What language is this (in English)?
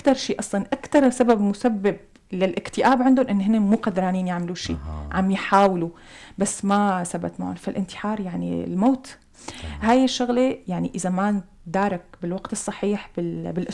North Levantine Arabic